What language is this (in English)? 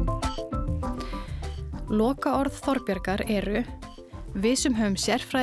Icelandic